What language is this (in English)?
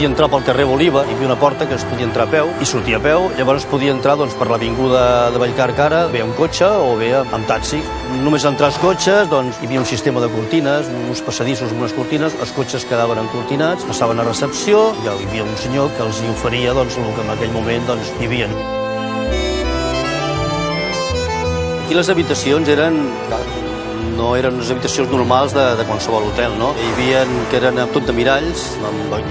Catalan